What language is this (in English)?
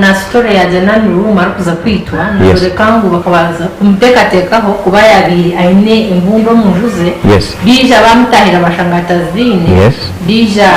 Nyankole